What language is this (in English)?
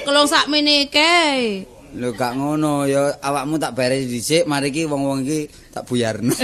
Javanese